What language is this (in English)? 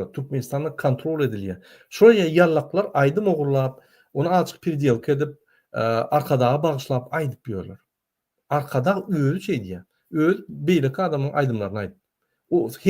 Turkmen